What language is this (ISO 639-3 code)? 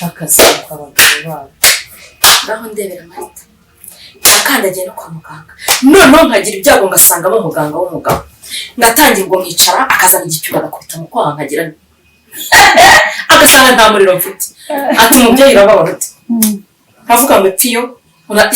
kin